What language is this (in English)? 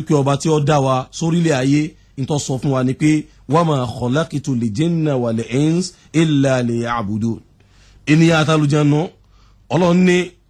Yoruba